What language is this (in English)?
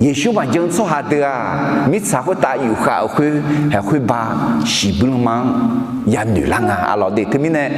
Akha